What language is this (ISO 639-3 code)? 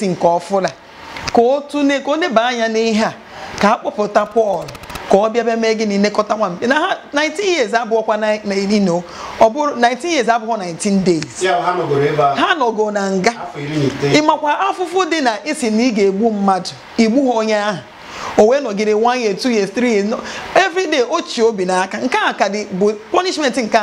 ibo